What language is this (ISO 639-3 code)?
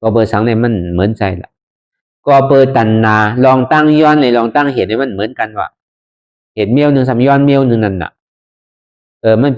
shn